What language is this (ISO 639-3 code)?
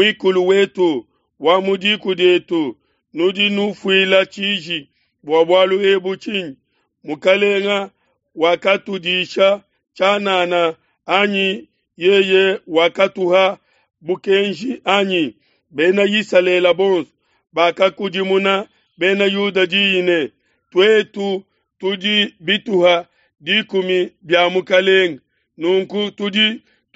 lua